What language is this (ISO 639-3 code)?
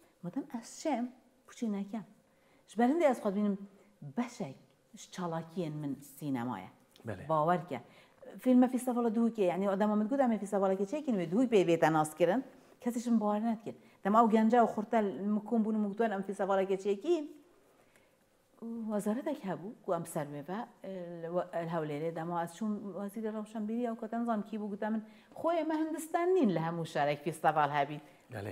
kur